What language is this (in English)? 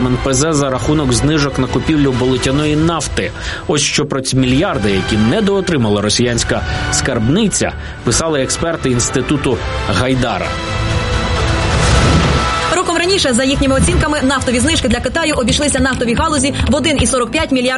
Ukrainian